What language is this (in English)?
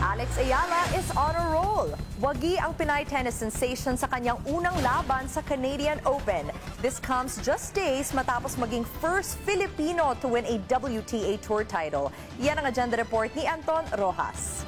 Filipino